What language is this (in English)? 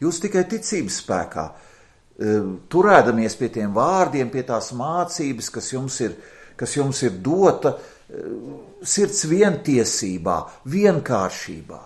Latvian